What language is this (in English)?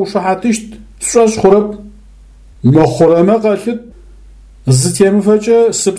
Adyghe